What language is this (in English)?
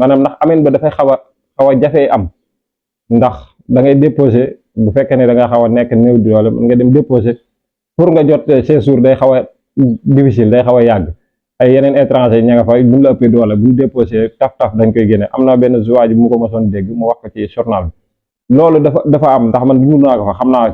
Wolof